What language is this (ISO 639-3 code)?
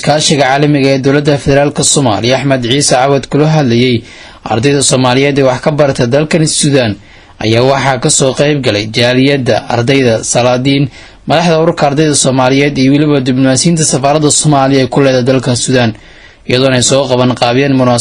som